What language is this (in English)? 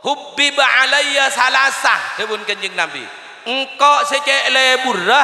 Madurese